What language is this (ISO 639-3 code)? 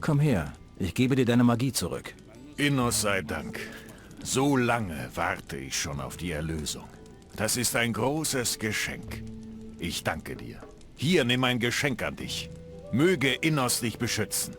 bar